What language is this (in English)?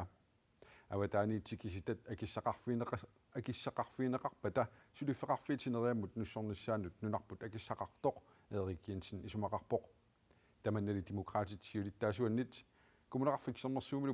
Kalaallisut